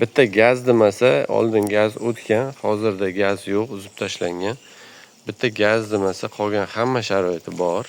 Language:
Uzbek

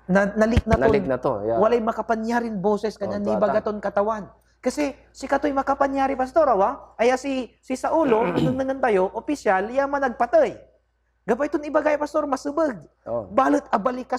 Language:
Pangasinan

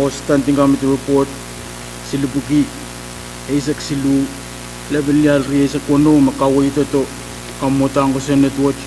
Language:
Pohnpeian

